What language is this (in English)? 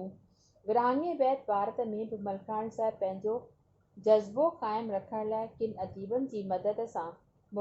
Sindhi